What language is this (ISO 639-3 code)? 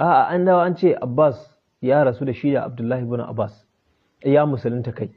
hau